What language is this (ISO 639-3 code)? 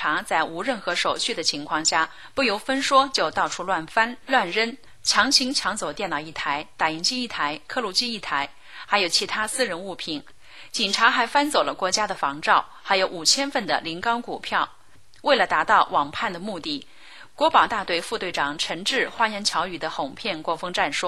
zho